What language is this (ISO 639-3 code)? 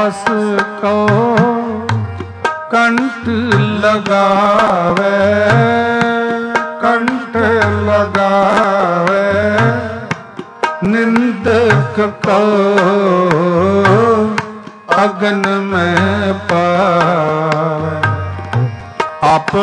pan